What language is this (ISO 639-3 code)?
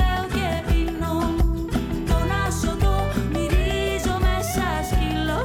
ell